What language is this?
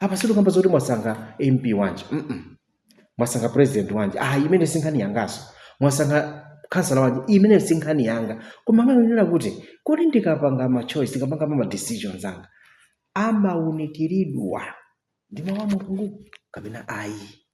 Nyanja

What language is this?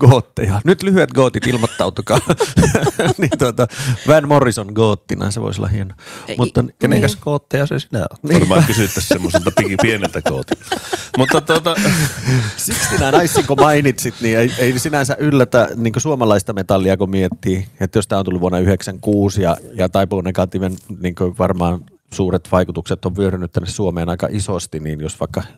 Finnish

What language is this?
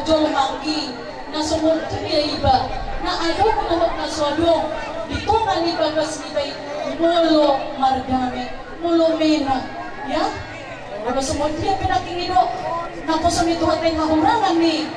Batak Toba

